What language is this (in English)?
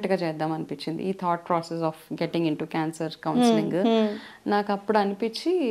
Telugu